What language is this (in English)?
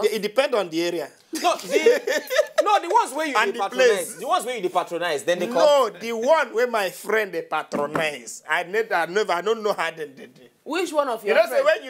Nigerian Pidgin